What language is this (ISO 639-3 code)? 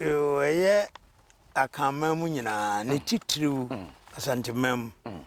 aka